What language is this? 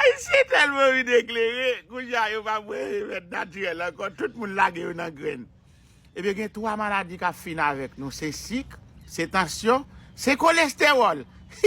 Haitian Creole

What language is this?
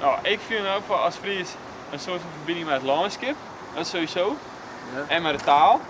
Western Frisian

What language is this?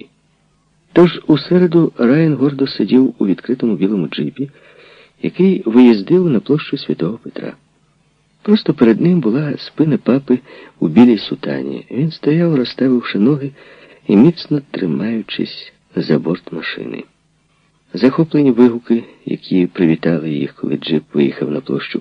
Ukrainian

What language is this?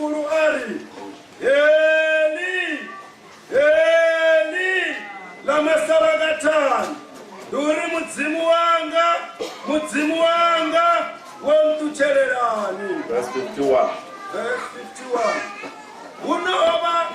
Venda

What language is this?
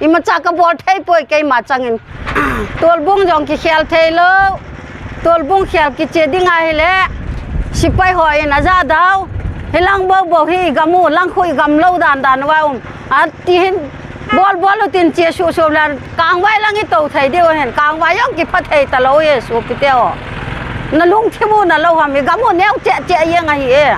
Paite Chin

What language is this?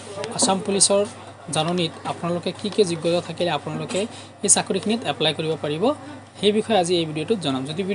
Assamese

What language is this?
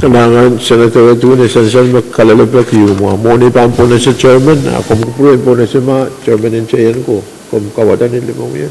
Pohnpeian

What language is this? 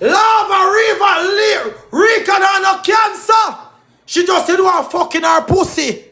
Jamaican Creole English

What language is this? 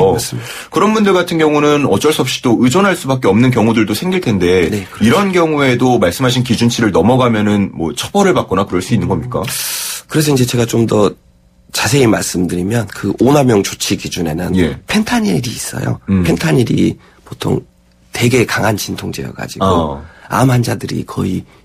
Korean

